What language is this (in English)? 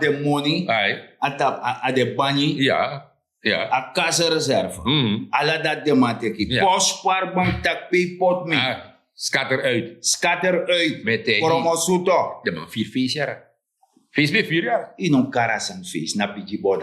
Sranan Tongo